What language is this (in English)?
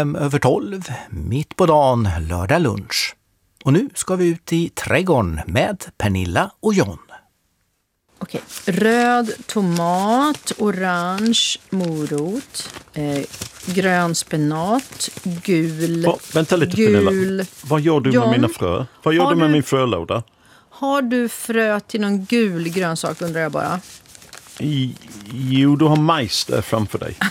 Swedish